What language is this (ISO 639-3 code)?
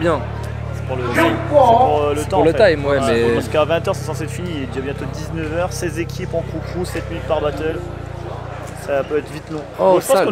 fra